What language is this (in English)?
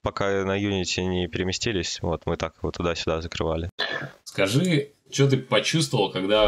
Russian